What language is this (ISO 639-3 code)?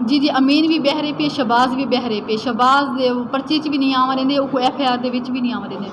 skr